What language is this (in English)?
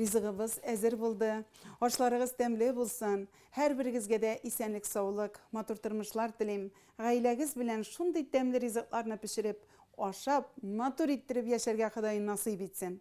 Tatar